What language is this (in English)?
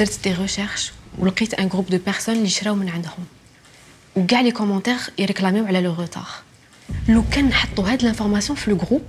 Algerian Arabic